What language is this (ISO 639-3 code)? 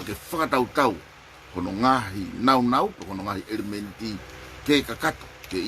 ton